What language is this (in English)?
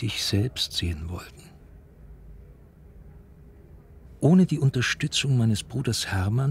German